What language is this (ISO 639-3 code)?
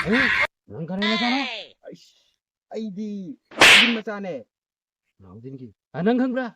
mni